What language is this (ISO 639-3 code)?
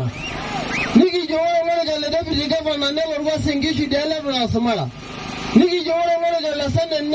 mas